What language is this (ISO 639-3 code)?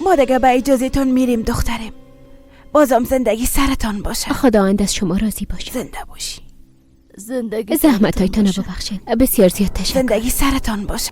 fas